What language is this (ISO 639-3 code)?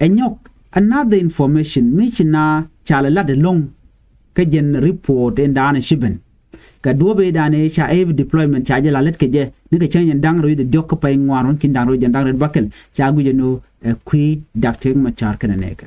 nus